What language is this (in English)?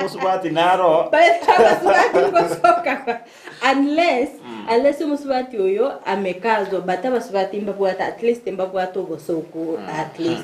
Gusii